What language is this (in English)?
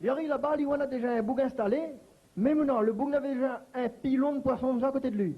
Réunion Creole French